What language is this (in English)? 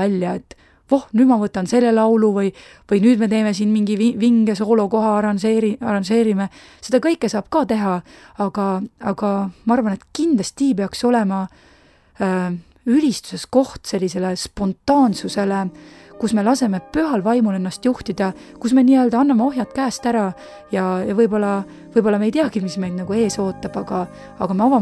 Estonian